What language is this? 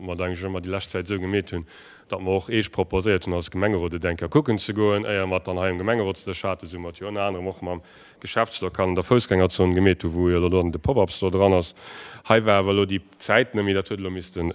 Luxembourgish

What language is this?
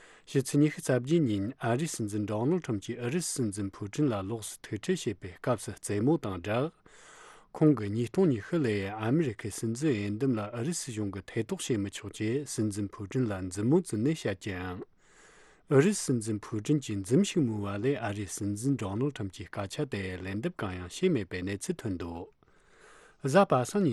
Tibetan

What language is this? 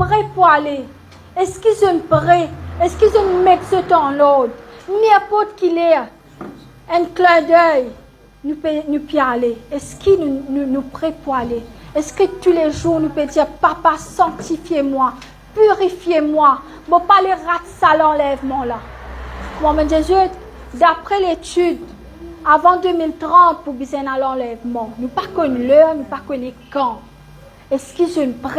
Morisyen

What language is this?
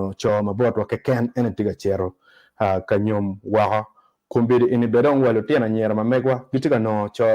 Acoli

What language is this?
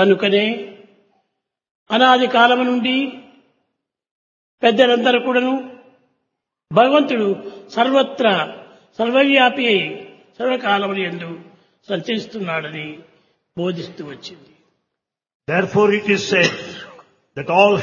Telugu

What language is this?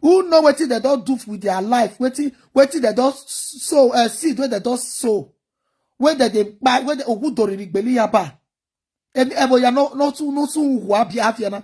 Nigerian Pidgin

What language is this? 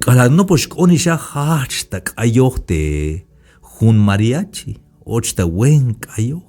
Tzeltal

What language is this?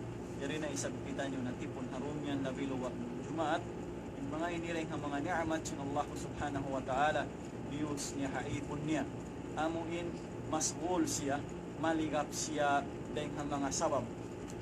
Tausug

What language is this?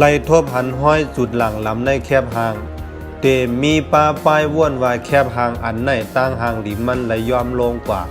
Shan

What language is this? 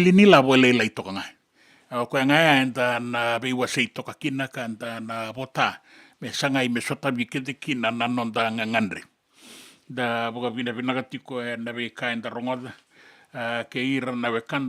Fijian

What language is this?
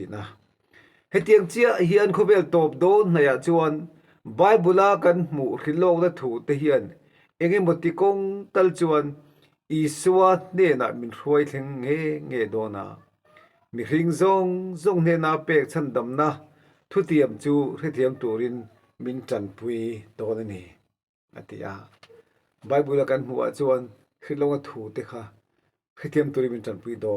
Mizo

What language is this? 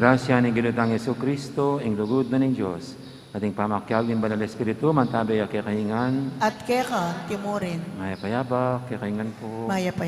Pampanga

